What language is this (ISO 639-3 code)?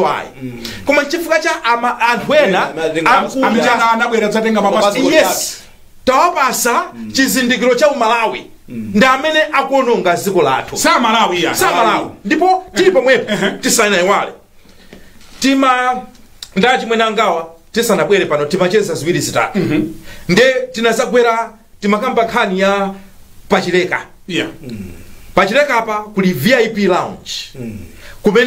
nya